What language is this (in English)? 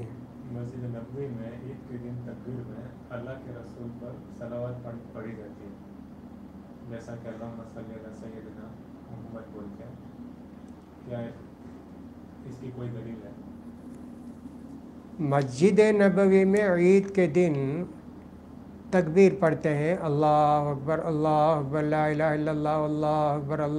Urdu